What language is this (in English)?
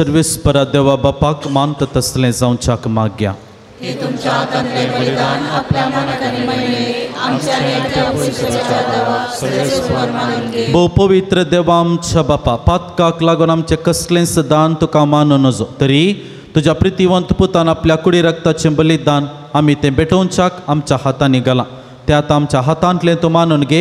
Konkani